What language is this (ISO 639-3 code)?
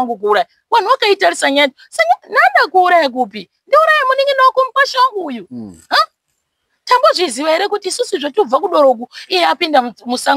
sna